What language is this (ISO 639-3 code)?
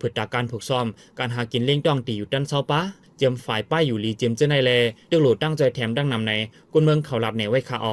shn